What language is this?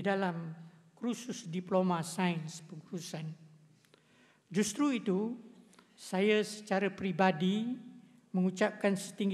Malay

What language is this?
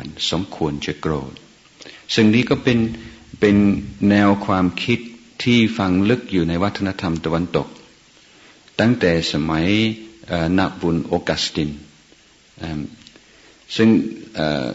Thai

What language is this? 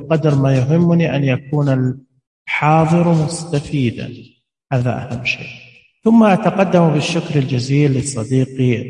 Najdi Arabic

